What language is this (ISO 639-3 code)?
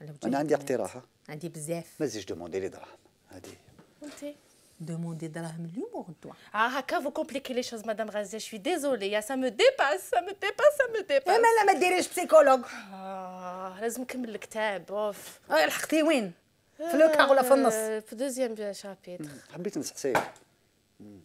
arq